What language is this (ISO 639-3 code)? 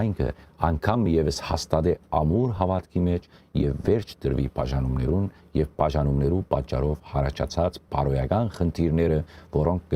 hyw